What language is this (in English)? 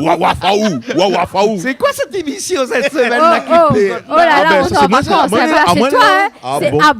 Réunion Creole French